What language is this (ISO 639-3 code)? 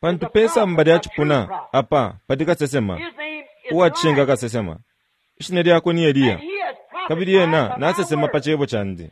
bem